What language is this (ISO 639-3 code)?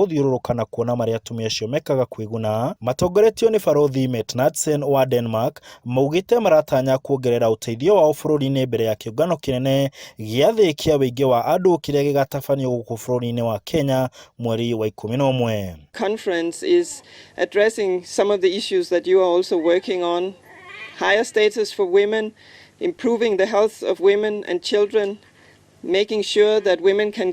kik